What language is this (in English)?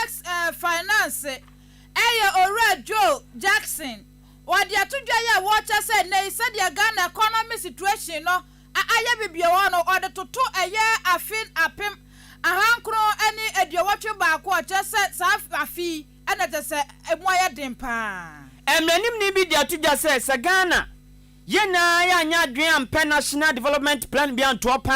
Akan